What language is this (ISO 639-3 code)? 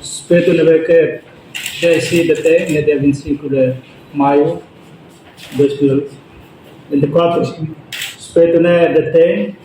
tet